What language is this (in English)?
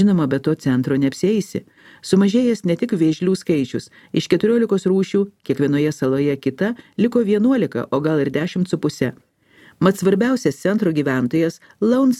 Lithuanian